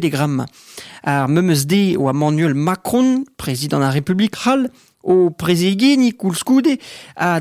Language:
Breton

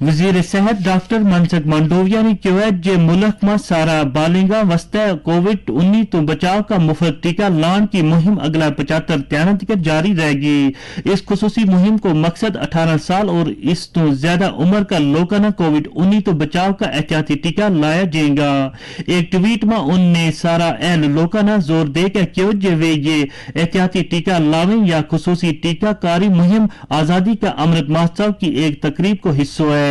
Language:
Gujari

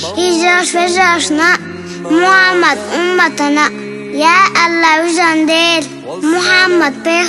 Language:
Chechen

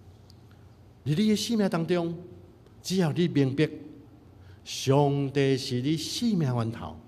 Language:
Min Nan Chinese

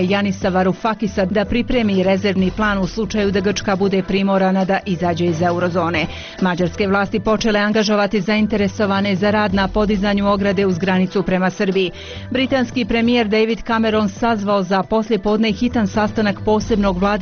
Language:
Bosnian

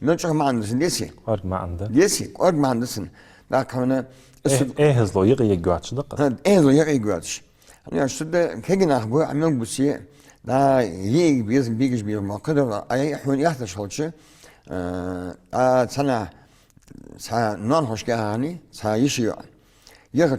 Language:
Ingush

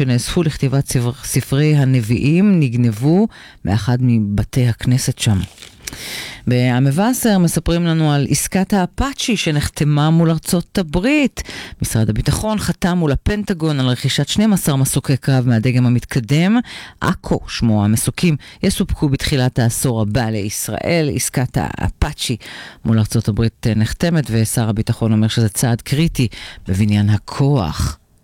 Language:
Hebrew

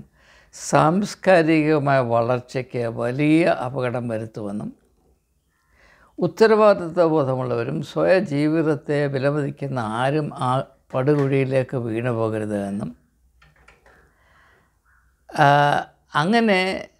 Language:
Malayalam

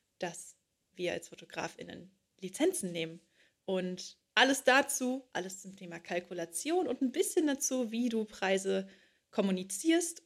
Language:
German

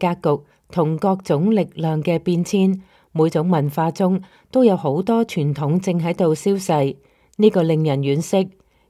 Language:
Cantonese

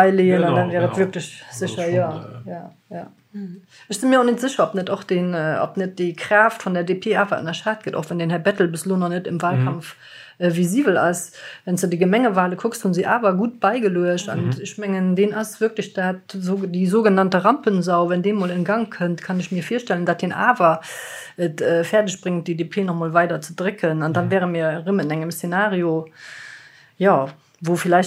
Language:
Luxembourgish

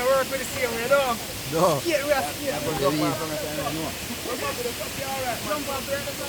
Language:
Jamaican Creole English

